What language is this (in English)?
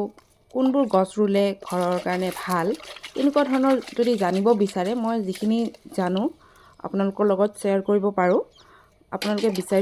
Assamese